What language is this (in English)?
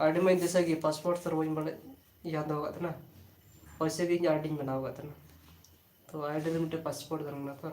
Santali